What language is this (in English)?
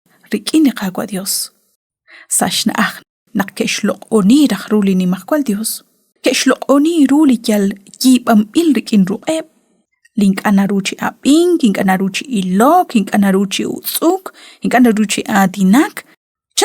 Kekchí